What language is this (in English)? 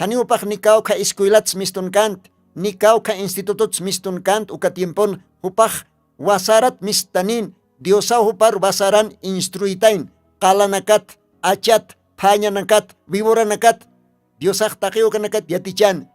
Aymara